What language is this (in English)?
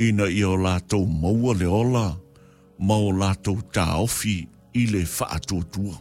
Samoan